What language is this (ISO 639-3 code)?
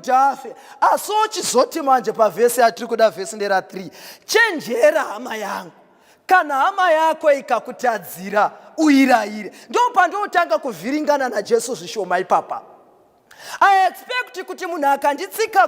sna